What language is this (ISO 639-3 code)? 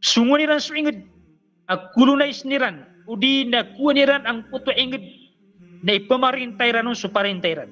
mrw